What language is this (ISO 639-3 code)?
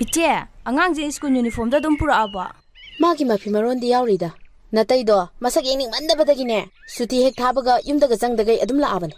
mni